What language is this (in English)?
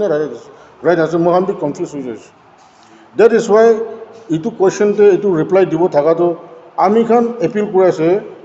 Naga Pidgin